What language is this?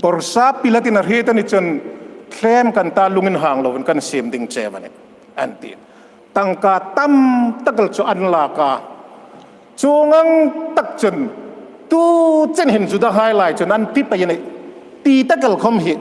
Hmar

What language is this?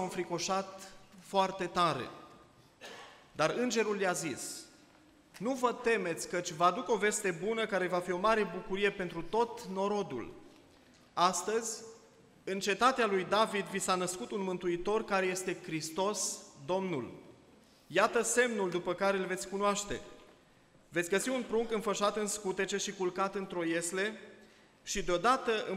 Romanian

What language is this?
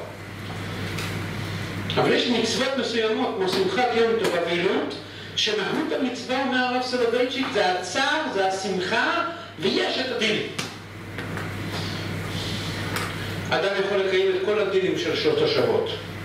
Hebrew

